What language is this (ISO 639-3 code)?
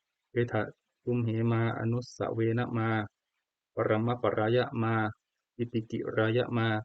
pli